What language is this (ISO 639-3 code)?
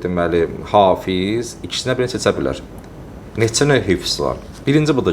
aze